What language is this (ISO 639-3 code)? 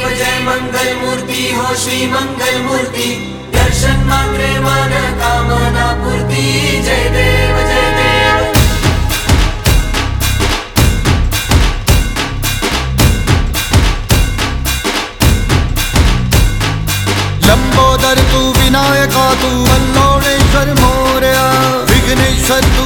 mar